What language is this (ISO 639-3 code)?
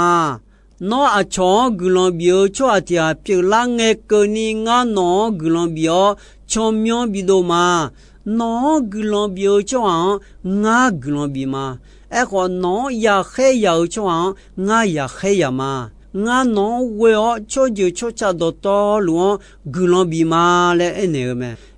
ahk